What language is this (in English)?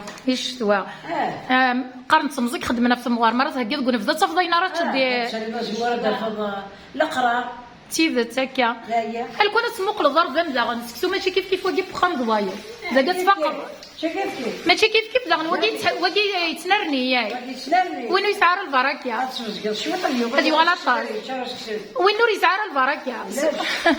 Kabyle